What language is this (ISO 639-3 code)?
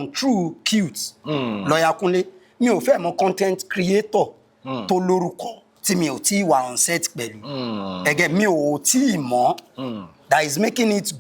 yor